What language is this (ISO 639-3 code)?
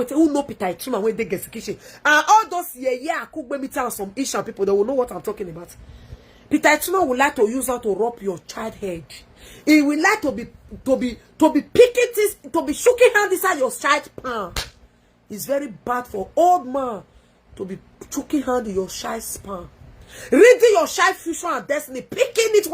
pcm